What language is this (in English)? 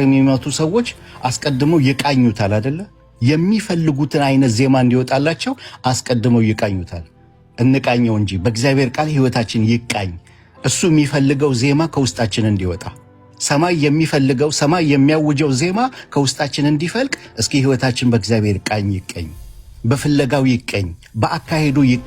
Amharic